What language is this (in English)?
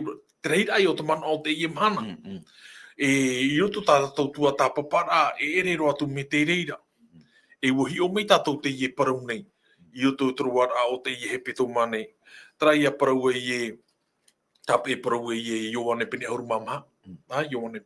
Tahitian